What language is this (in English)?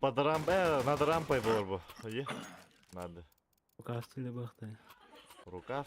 Yakut